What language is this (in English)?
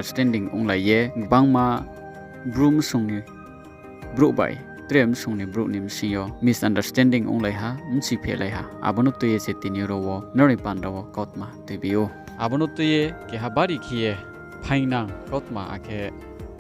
Riang (India)